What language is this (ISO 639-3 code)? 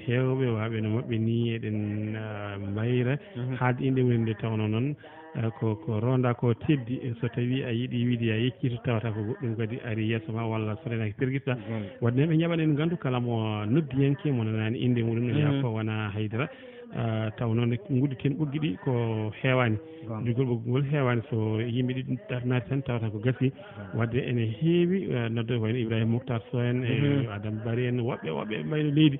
ful